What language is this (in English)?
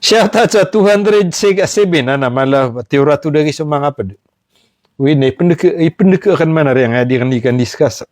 Maranao